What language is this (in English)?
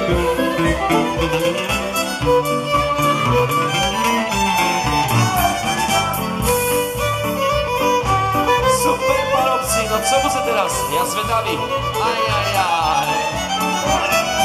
Slovak